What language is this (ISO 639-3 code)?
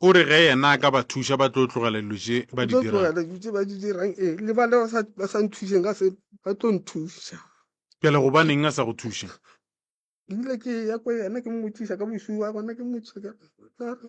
nso